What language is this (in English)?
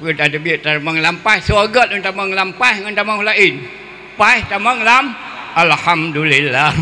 Achinese